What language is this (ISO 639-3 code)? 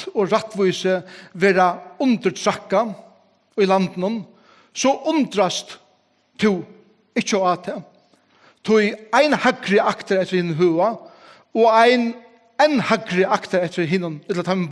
fao